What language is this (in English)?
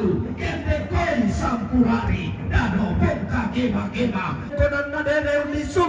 Toraja-Sa'dan